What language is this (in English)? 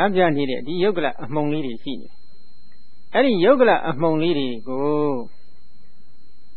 Burmese